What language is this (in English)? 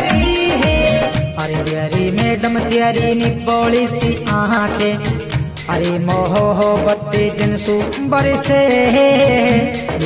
Haryanvi